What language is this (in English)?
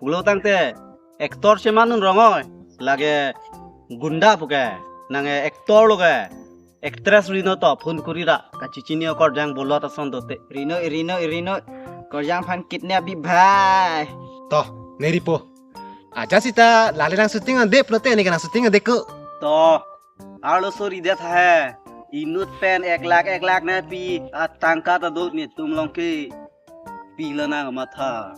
Karbi